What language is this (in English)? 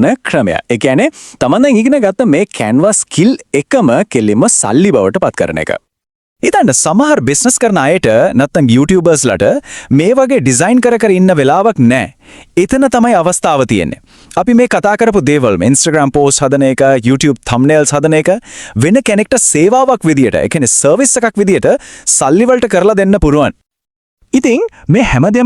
Sinhala